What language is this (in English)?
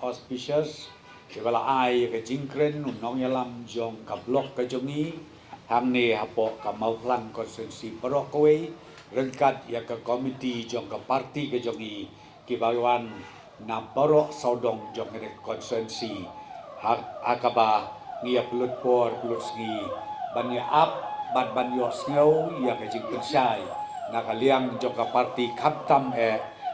Khasi